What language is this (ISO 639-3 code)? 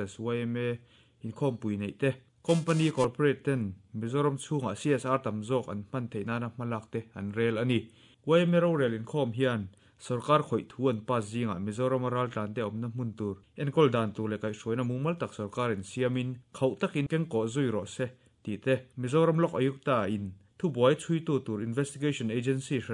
lus